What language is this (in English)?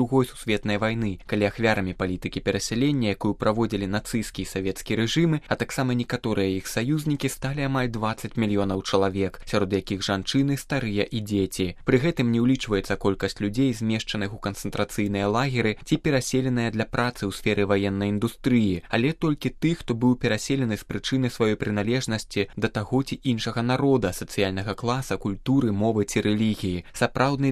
Belarusian